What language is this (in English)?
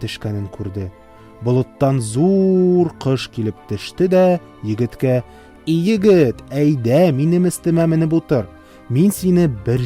Tatar